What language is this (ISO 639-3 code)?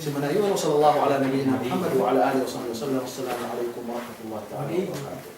yka